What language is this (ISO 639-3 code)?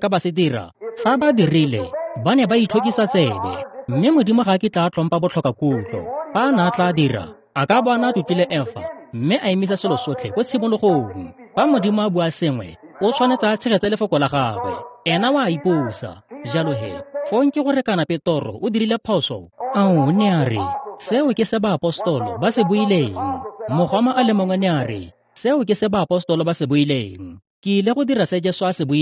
tsn